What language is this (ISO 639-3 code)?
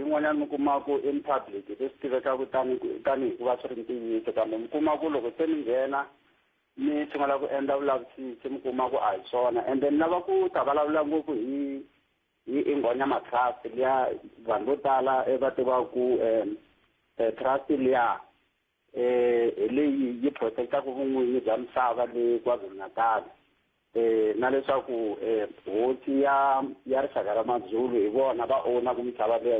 tso